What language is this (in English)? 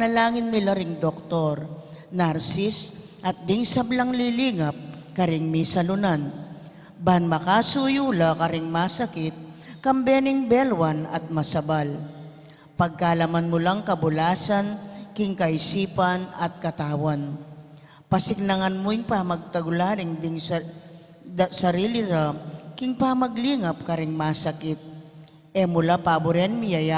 Pampanga